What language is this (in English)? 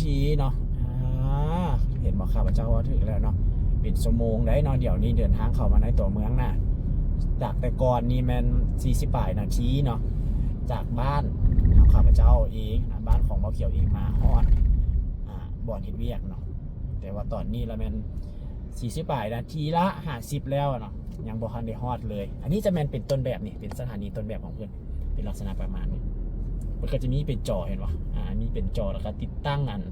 Lao